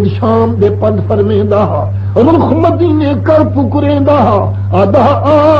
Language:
Saraiki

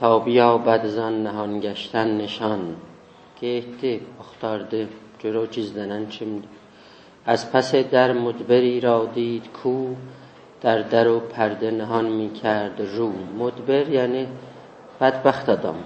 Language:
South Azerbaijani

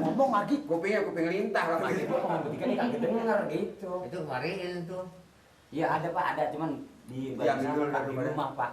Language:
Betawi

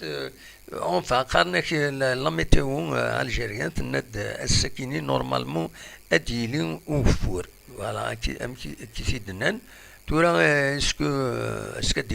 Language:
Kabyle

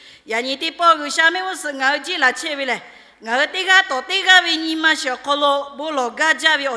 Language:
Lahu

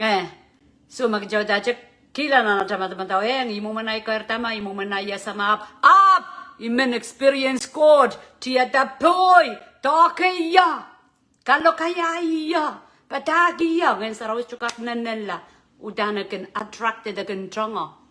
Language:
Pohnpeian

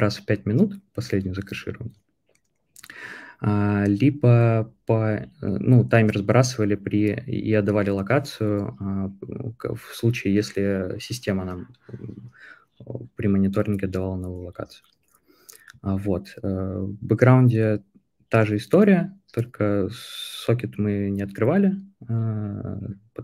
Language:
Russian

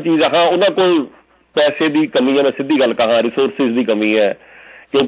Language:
Punjabi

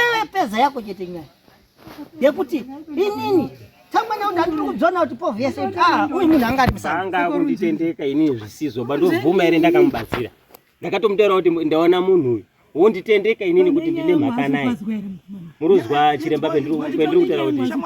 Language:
Shona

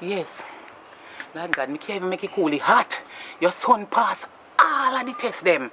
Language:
Jamaican Creole English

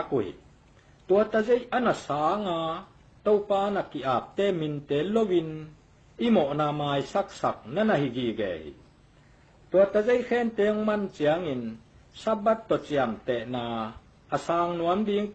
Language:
Tedim Chin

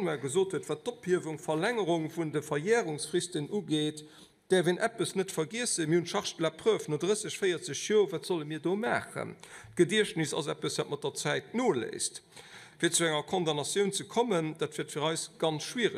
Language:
Luxembourgish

